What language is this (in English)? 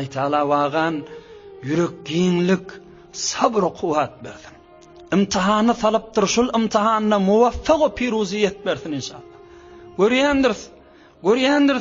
Turkmen